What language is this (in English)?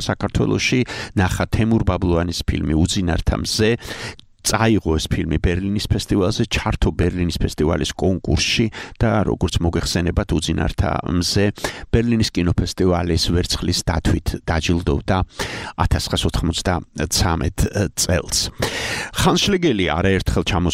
Georgian